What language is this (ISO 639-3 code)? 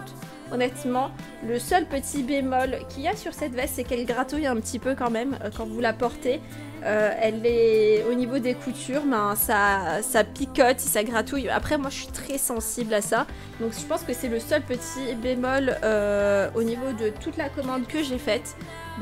fra